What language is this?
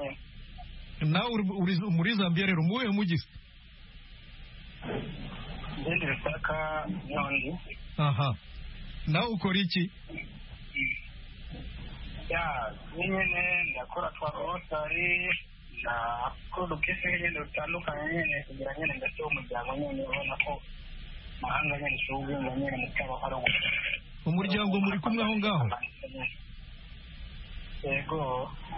Kinyarwanda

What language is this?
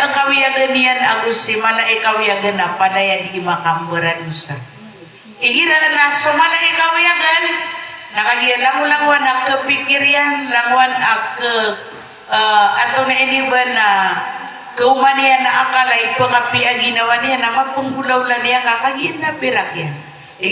Maranao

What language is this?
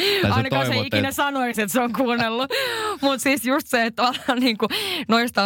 Finnish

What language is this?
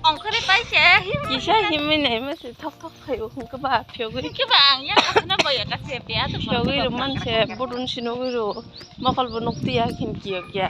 Kok Borok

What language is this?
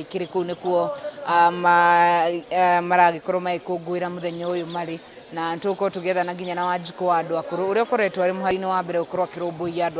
Kikuyu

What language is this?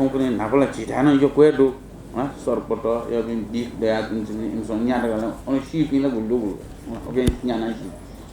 Newari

